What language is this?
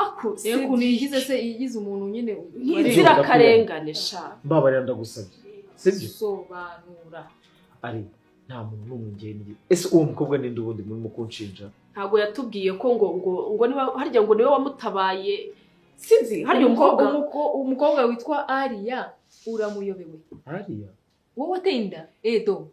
Kinyarwanda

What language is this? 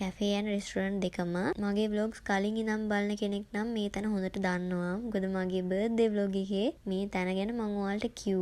Sinhala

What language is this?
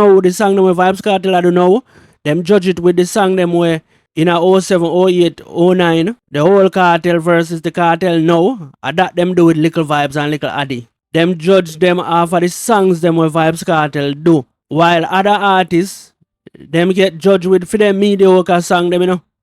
Jamaican Creole English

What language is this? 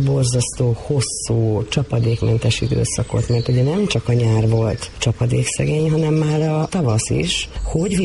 Hungarian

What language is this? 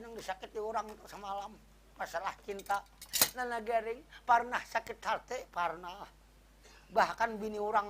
Banjar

